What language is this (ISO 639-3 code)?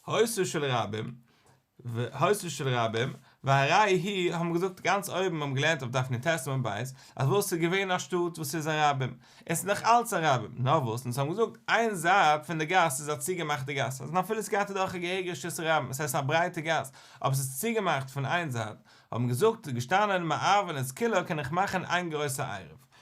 yid